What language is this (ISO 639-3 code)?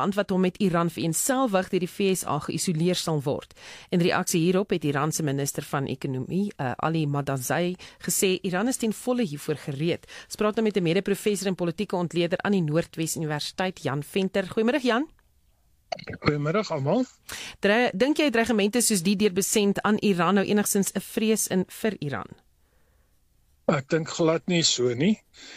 afr